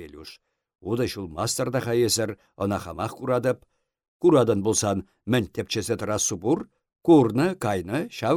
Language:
Chuvash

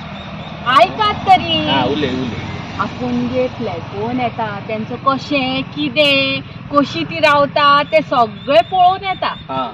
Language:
Konkani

